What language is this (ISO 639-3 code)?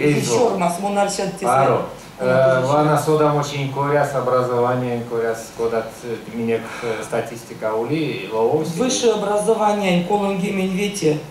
myv